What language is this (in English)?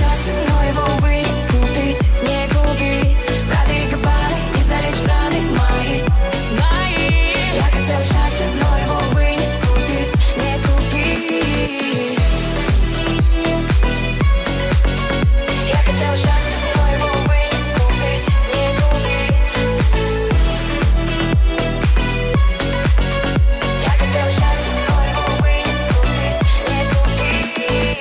Russian